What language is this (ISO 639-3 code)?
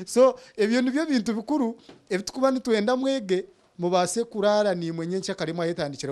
nyn